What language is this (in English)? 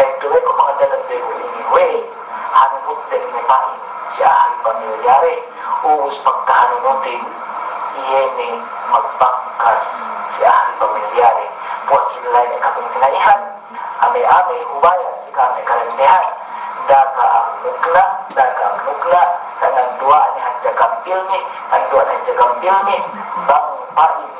Yakan